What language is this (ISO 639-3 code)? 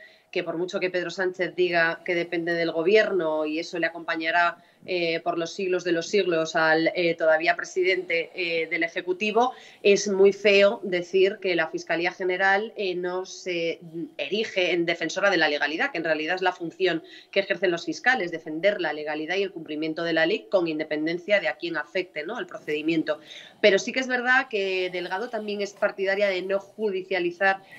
spa